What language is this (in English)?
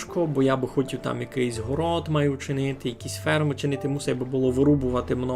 Rusyn